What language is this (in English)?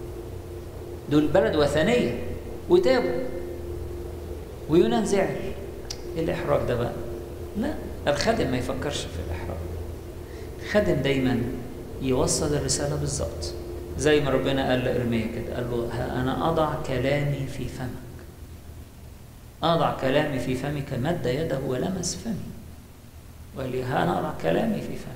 Egyptian Arabic